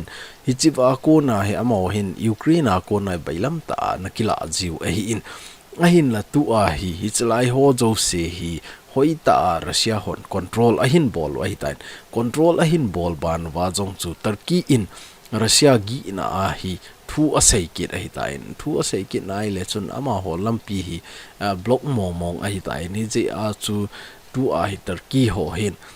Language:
Thado Chin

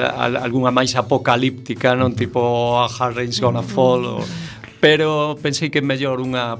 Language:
Galician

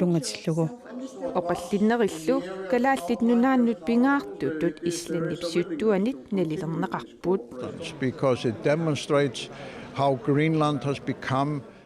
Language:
Kalaallisut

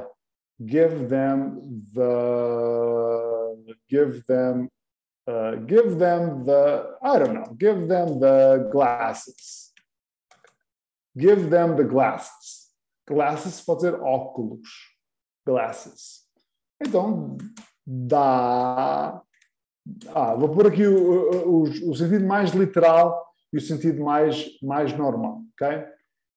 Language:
Portuguese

